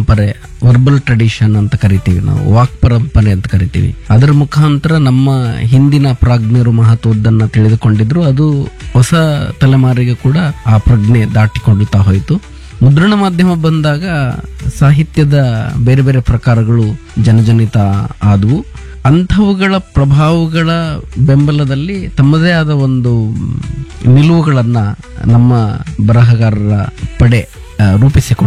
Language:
Kannada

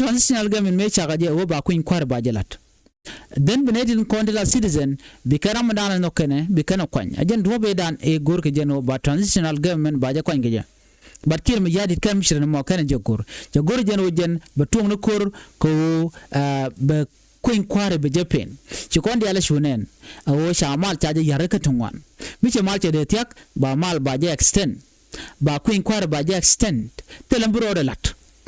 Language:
Nuer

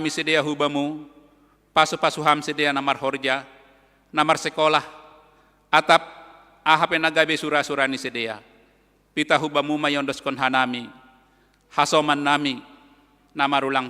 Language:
Batak Simalungun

